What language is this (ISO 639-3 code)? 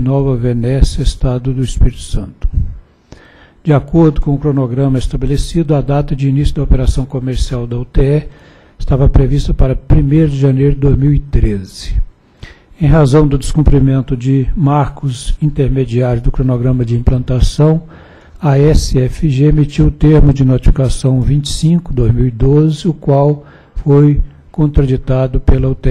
por